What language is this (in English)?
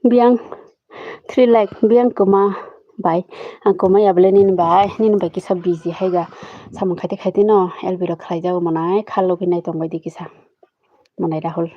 Kok Borok